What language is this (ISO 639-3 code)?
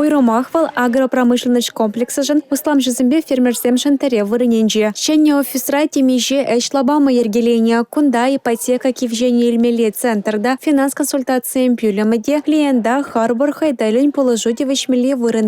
chv